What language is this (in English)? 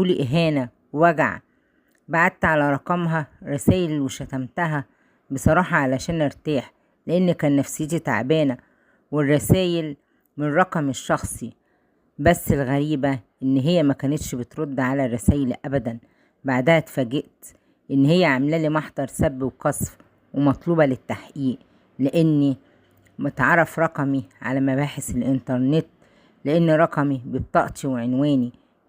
Egyptian Arabic